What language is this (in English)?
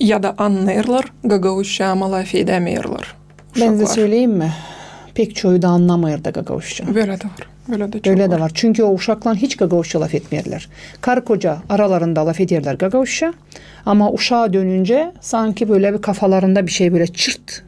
Gagauz